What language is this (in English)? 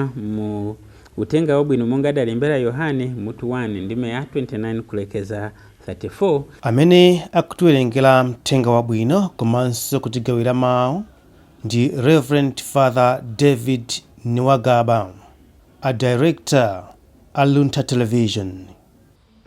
Nyanja